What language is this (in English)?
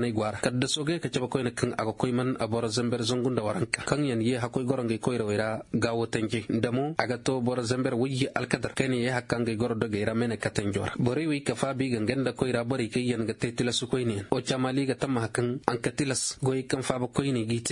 Koyraboro Senni